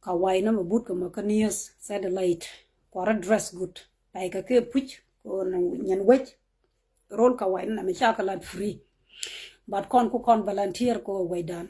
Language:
Nuer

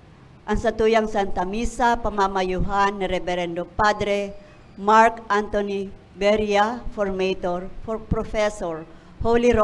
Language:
Bikol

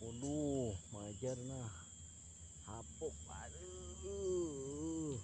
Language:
Banjar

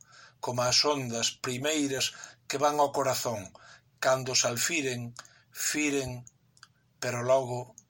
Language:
Galician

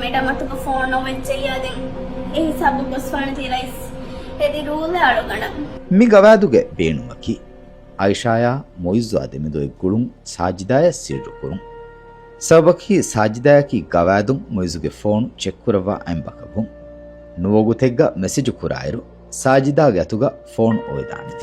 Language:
Divehi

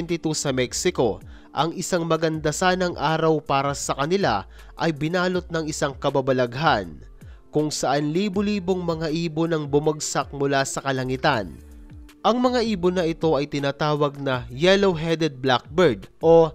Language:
Filipino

